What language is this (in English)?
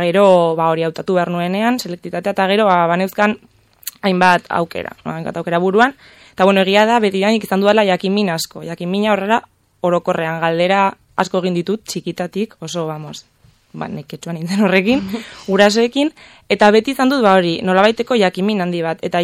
Basque